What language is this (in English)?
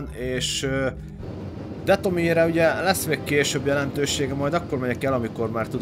Hungarian